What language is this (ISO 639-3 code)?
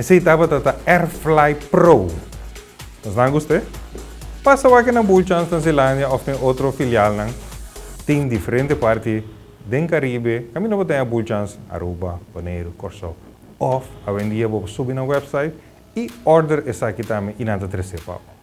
pap